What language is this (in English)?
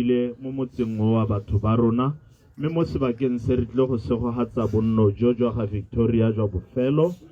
Tswana